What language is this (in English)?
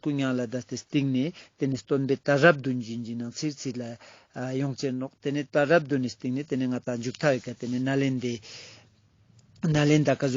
Ladakhi